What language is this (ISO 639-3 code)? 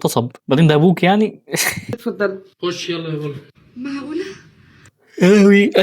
arz